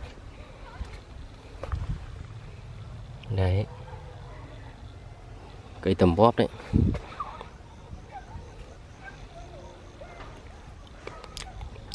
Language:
Vietnamese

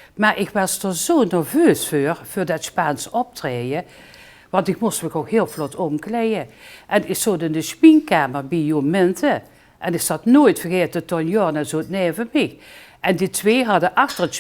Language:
Limburgish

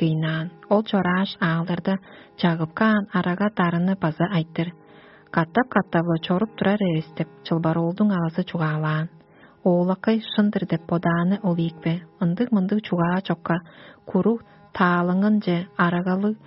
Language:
Tuvinian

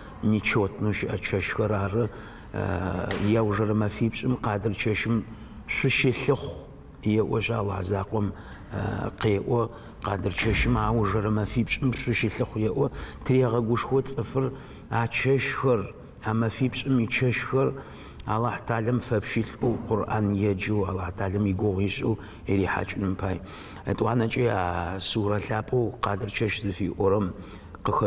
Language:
Adyghe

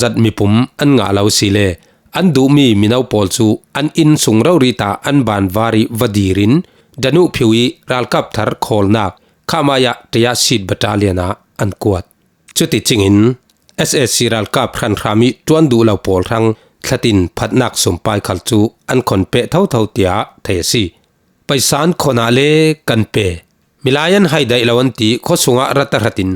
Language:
Falam Chin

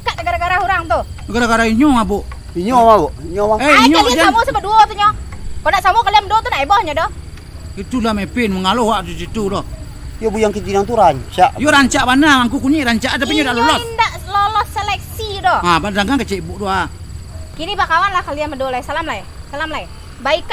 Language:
Minangkabau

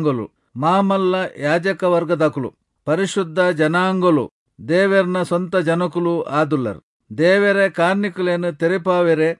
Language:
Tulu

